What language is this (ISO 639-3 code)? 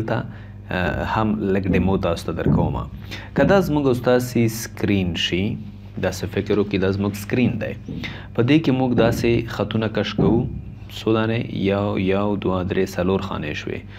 pus